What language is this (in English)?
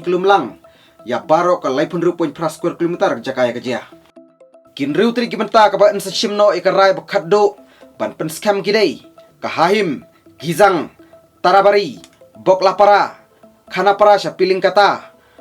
Khasi